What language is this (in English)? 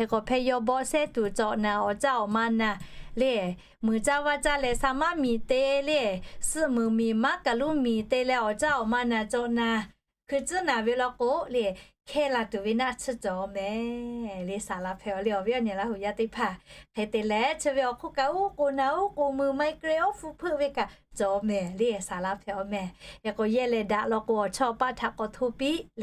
Lahu